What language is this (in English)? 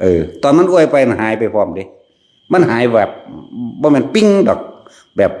Northeastern Thai